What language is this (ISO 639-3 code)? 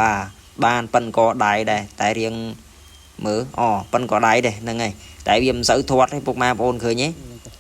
khm